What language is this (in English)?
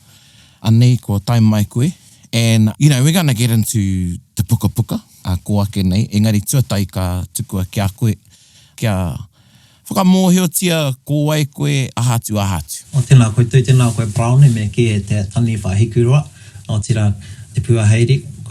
Māori